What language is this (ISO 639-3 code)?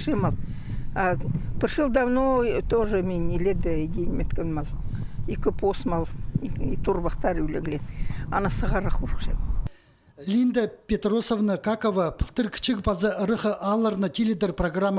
kjh